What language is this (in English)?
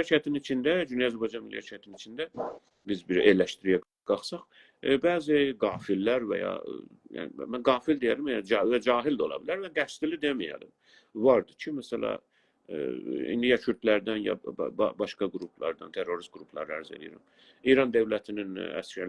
South Azerbaijani